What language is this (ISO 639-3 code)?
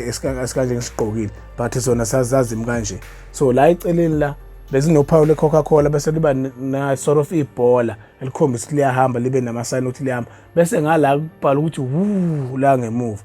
zul